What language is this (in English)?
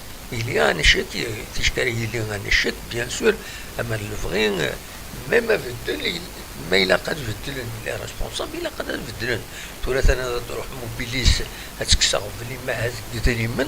Kabyle